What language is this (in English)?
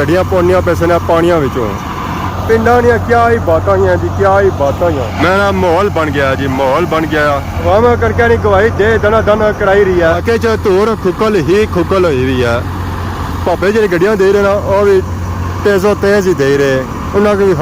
Pahari-Potwari